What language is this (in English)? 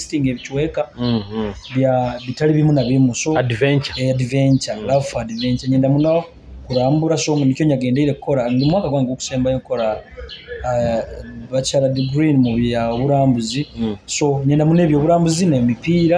Nyoro